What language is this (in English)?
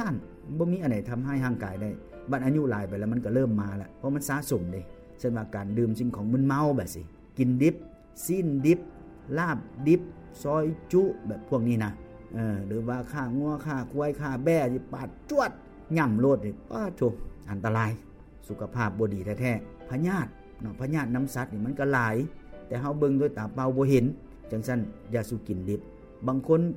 Lao